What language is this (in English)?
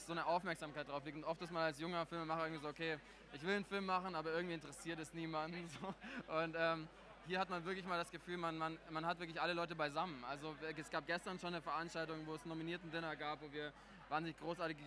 German